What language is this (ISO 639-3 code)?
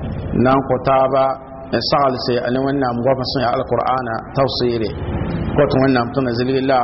mos